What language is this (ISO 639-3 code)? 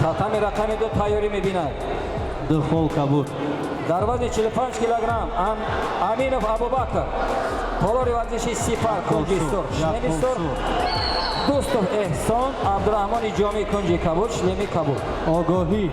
tgk